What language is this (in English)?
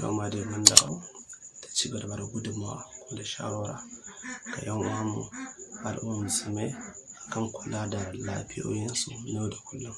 Hausa